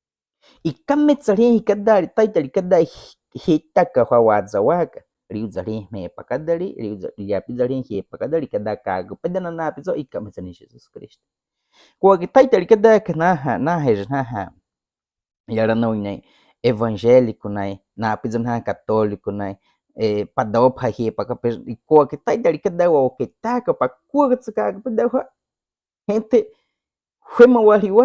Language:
Baniwa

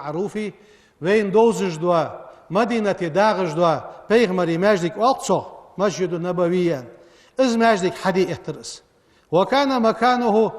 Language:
Ingush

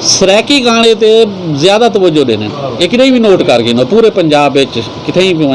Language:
Saraiki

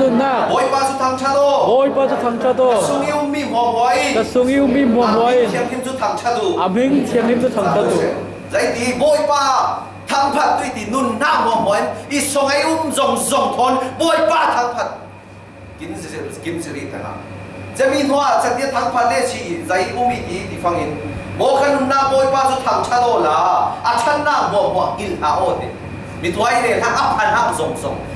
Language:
Falam Chin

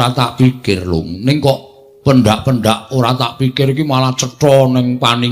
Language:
Javanese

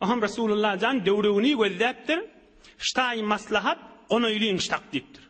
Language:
Turkmen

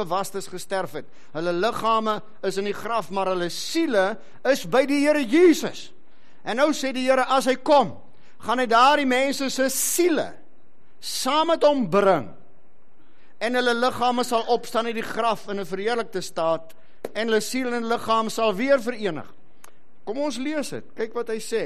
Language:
Afrikaans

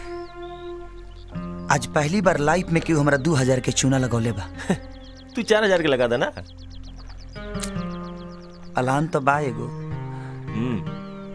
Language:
Bhojpuri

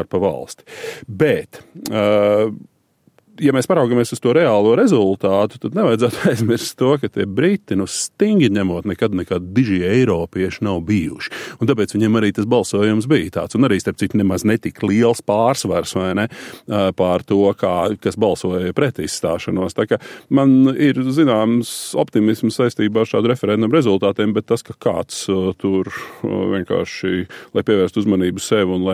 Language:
Latvian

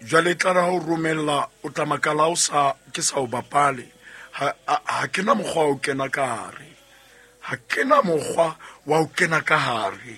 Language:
Southern Sotho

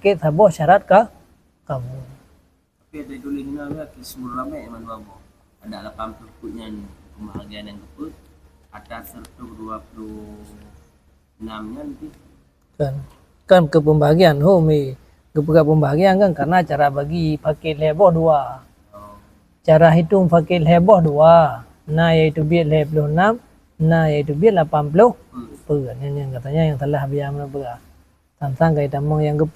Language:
Achinese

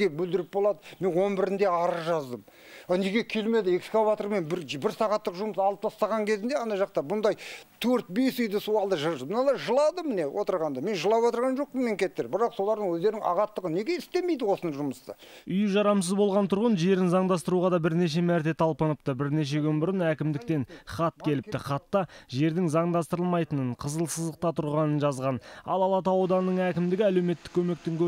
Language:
Kazakh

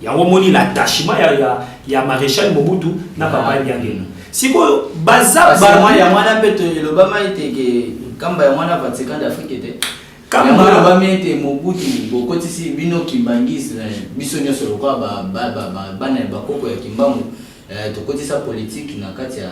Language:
Lingala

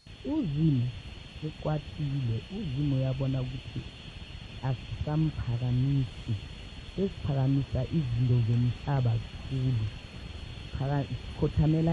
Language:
South Ndebele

